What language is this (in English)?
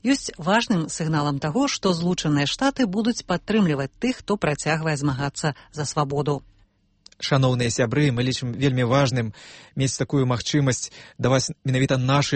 Belarusian